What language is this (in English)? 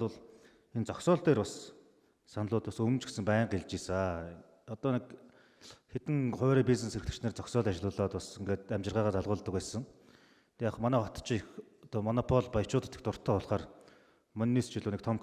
Mongolian